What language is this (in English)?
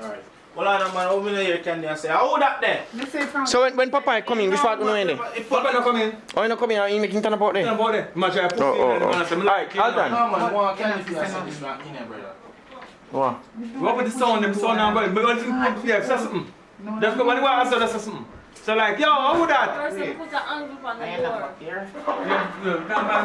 Jamaican Creole English